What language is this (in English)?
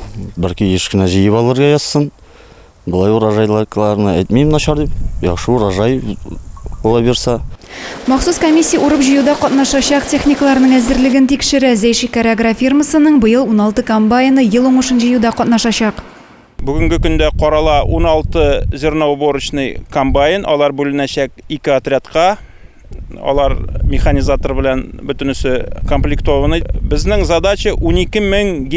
Tatar